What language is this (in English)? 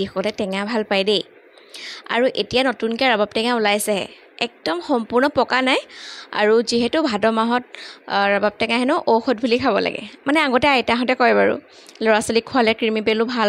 Assamese